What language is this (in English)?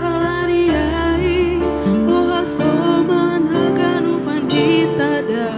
Batak Simalungun